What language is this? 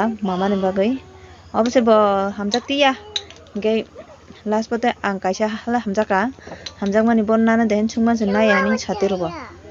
Kok Borok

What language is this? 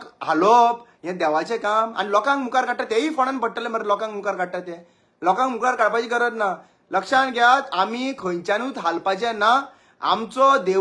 Konkani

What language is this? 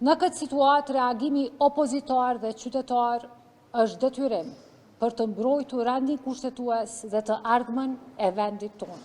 Albanian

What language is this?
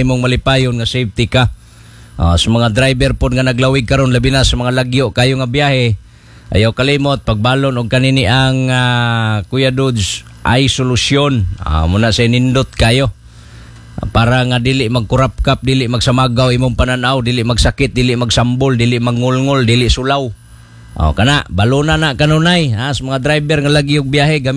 Cebuano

